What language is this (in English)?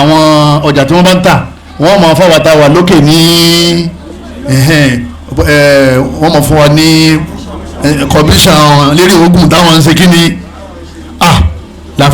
Yoruba